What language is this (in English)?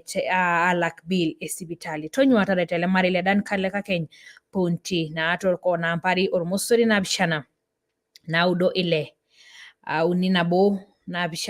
Masai